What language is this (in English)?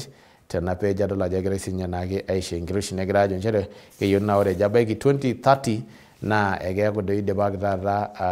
Masai